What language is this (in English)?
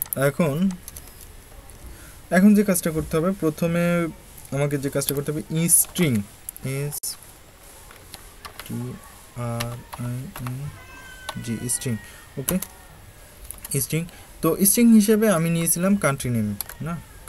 Bangla